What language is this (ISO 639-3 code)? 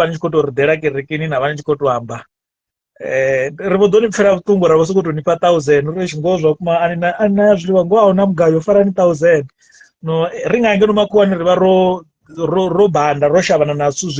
ven